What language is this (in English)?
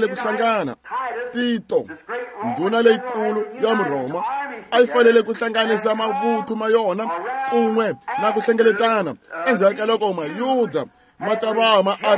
Tsonga